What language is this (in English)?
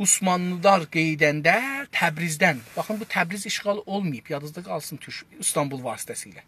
South Azerbaijani